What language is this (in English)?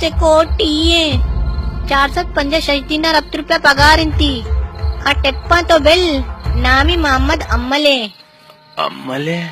Baluchi